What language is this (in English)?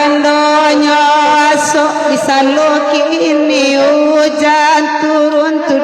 Minangkabau